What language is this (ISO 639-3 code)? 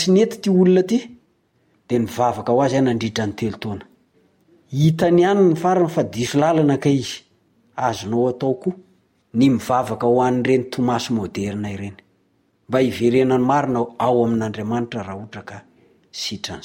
mlg